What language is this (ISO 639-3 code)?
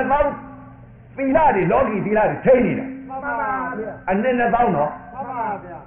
mya